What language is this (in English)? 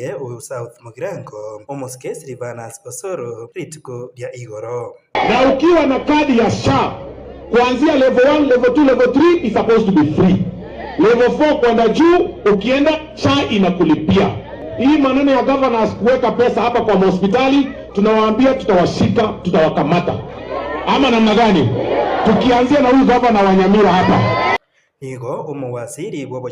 Gusii